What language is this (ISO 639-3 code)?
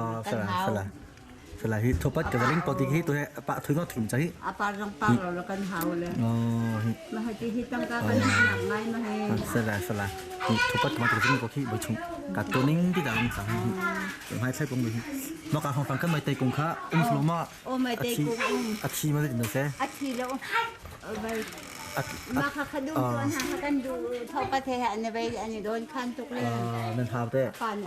cnh